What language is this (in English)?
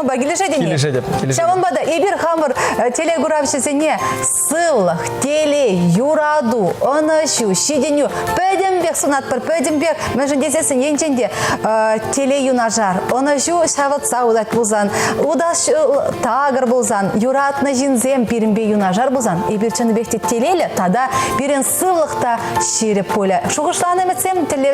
Chuvash